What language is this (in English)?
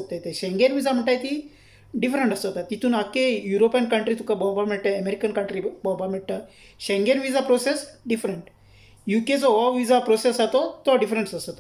Konkani